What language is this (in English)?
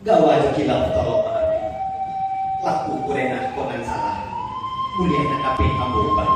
Minangkabau